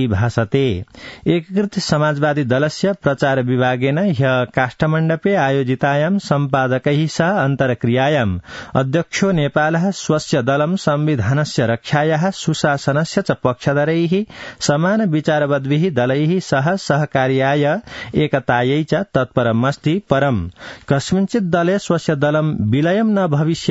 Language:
Sanskrit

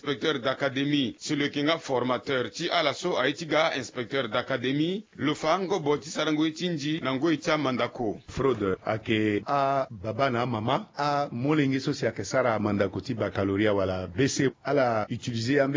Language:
Sango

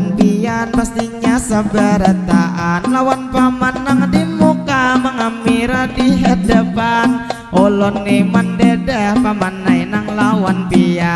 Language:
Banjar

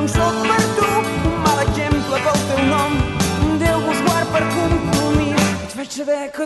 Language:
Catalan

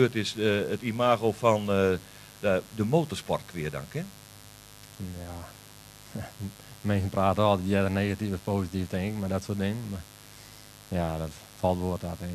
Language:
Western Frisian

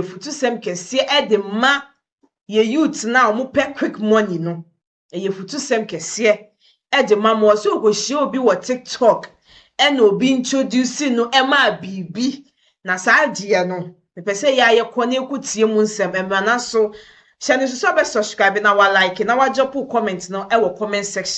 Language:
Akan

